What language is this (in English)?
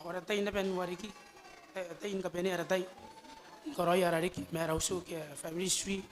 Gilbertese